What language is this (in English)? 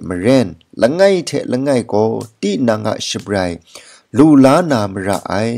Kachin